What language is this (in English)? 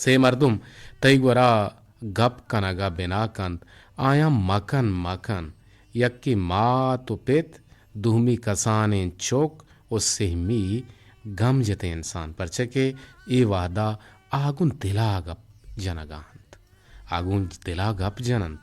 Eastern Balochi